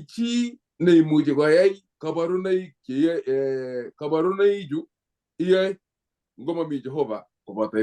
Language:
Kalenjin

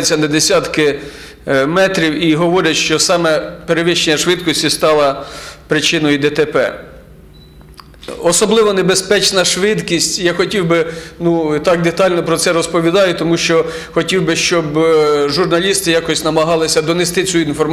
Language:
Ukrainian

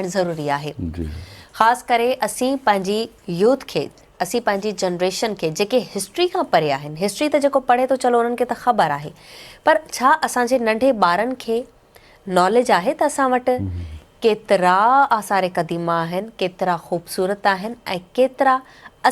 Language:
Sindhi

